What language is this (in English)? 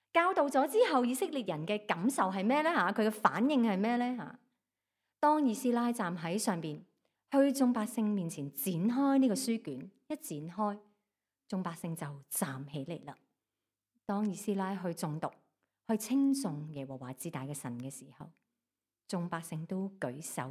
Cantonese